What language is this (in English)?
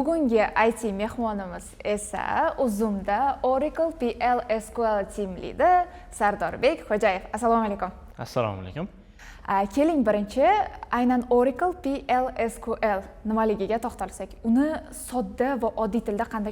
Uzbek